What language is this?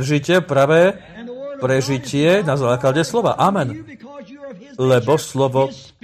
Slovak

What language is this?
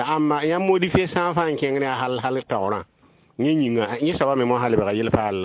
Mossi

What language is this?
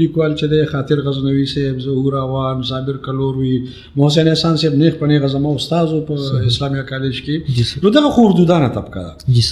Pashto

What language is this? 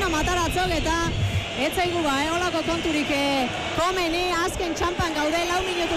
Basque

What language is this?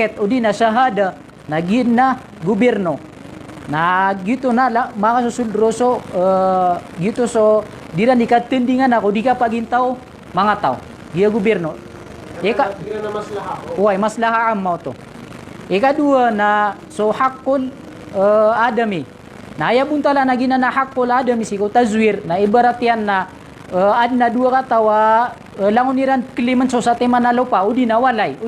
Maranao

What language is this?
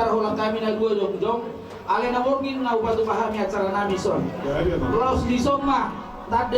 Batak Toba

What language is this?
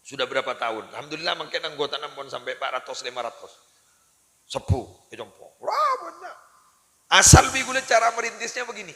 Madurese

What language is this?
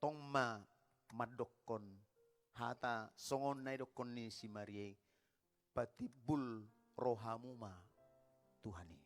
Batak Toba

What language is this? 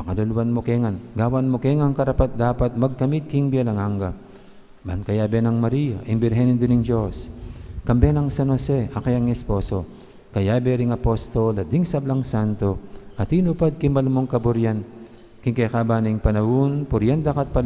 Pampanga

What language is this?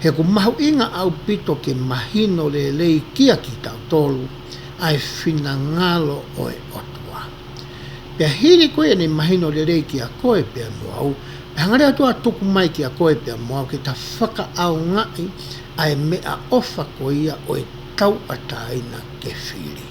Tongan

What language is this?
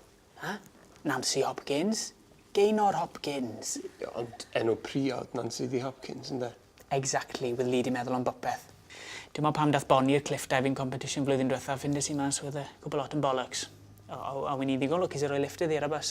Welsh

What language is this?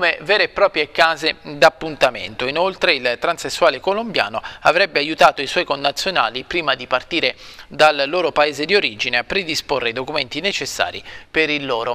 Italian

